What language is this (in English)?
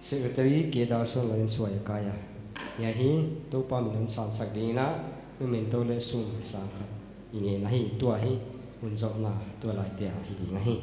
Paite Chin